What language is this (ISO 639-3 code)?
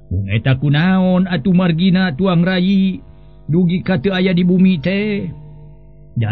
sun